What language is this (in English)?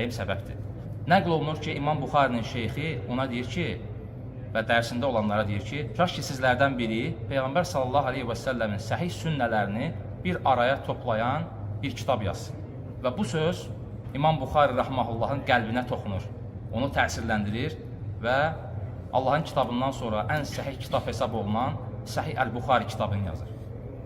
Azerbaijani